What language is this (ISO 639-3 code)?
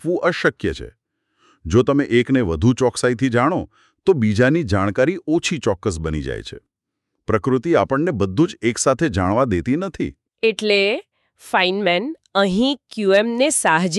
guj